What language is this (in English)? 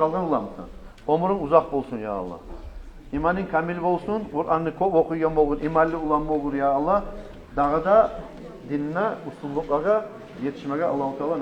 Kumyk